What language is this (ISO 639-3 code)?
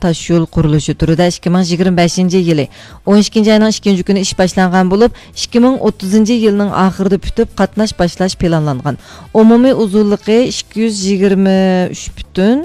uig